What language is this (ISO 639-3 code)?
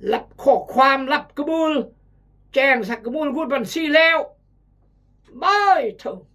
kjg